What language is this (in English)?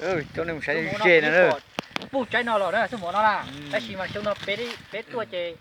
Hmong